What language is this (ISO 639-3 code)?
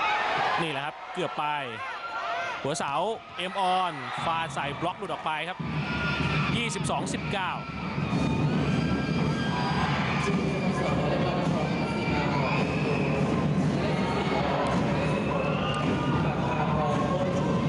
tha